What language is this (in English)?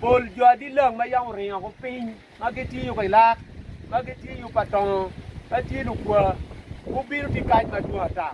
Acoli